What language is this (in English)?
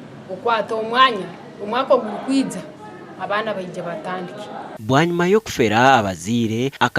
Nyankole